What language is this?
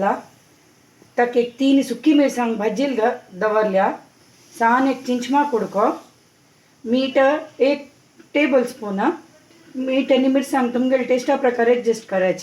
Konkani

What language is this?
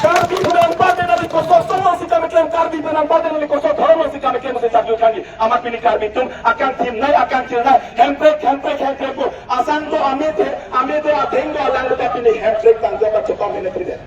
Karbi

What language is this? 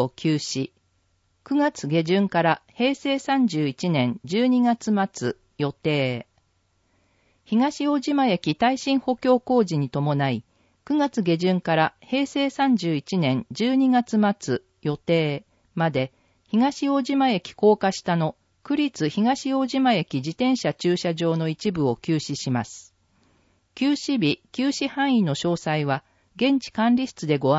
Japanese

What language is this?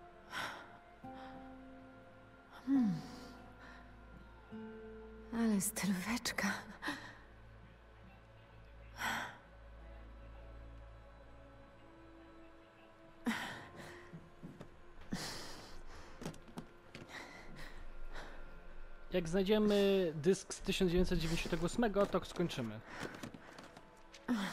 Polish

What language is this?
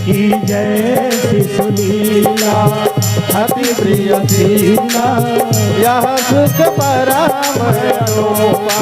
Chhattisgarhi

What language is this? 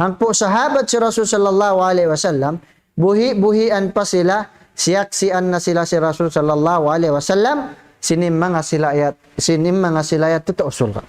Tausug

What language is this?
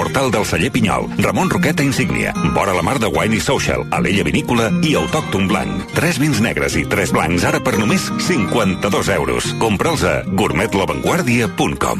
Catalan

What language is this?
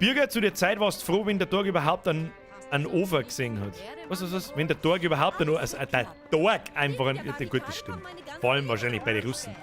Bavarian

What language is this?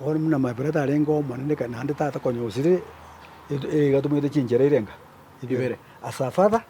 Gusii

